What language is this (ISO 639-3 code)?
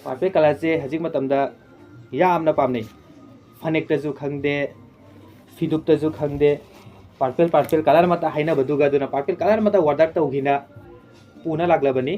mni